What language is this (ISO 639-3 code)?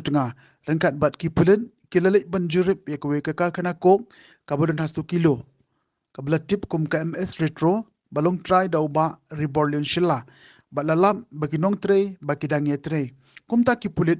kha